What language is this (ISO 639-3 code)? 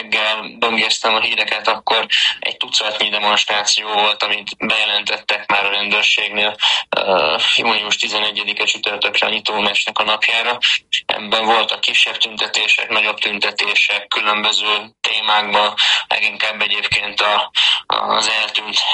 hun